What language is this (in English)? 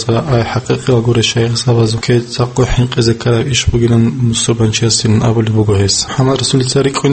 Avaric